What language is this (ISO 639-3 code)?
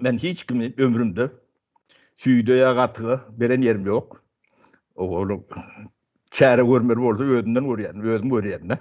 tuk